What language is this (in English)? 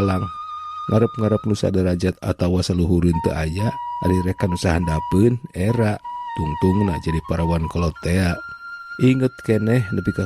Sundanese